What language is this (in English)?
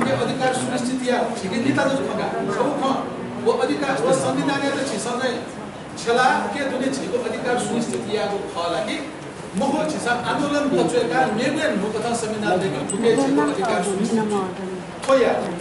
Newari